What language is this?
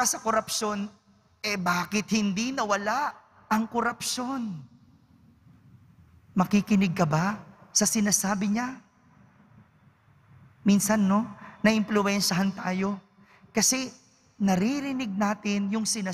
Filipino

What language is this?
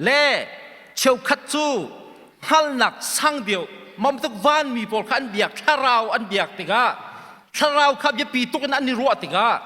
Hakha Chin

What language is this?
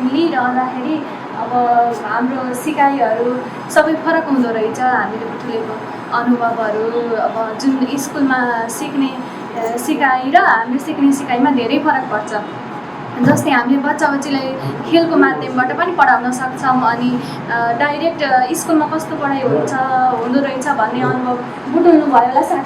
Nepali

